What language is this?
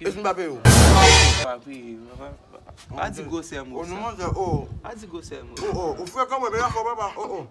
Haitian Creole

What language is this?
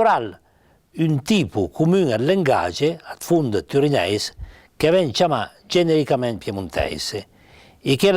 Piedmontese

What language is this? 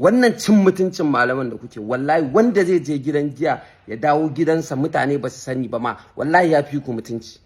Hausa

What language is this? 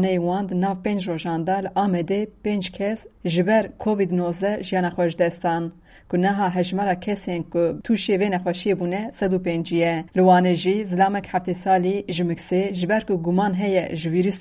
Kurdish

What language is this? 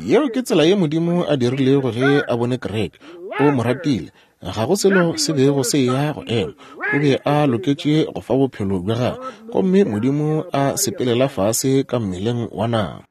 Northern Sotho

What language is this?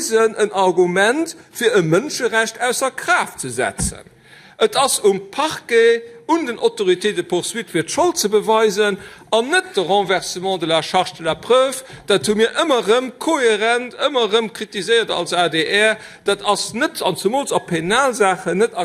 Luxembourgish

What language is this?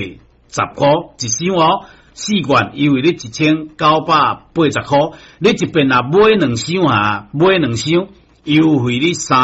Min Nan Chinese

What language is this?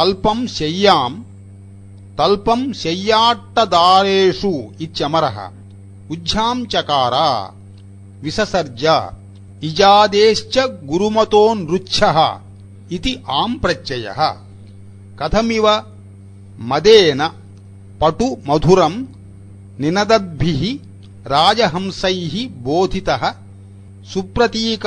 Sanskrit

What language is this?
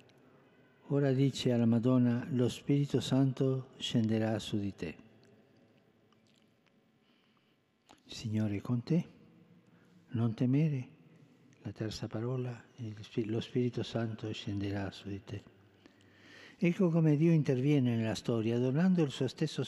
Italian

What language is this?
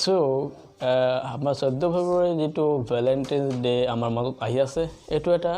Assamese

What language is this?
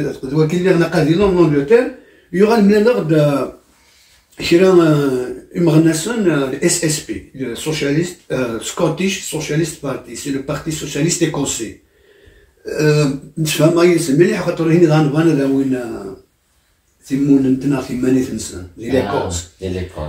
Kabyle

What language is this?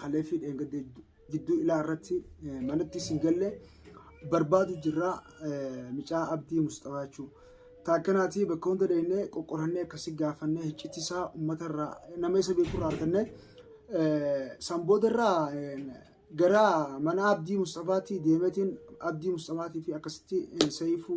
Oromo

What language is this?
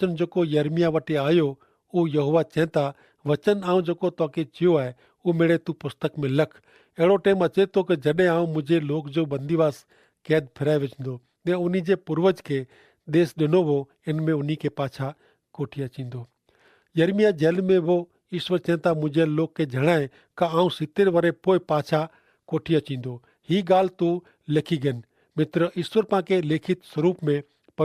Kachhi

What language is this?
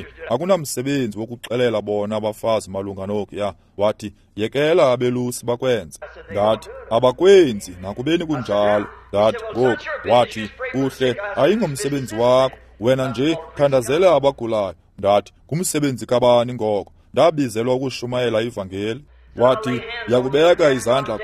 Xhosa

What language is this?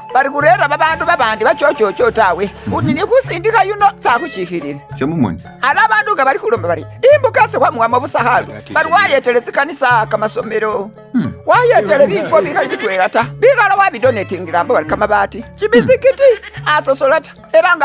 Masaaba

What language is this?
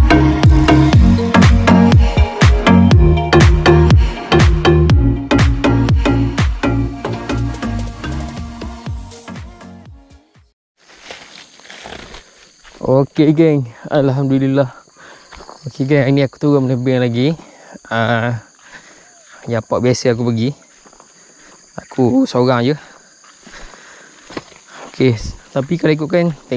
Malay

